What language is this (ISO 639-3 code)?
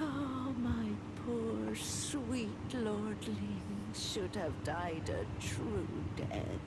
shn